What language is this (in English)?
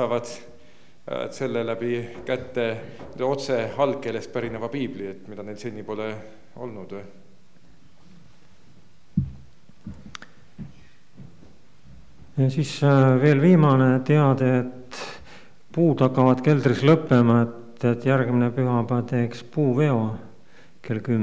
Estonian